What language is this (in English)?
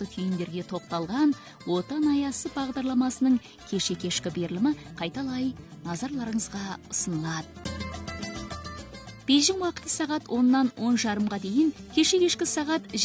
Kazakh